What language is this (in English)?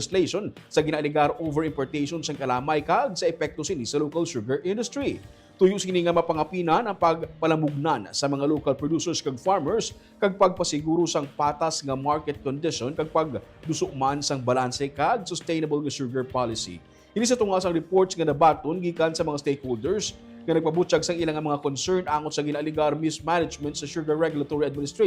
Hiligaynon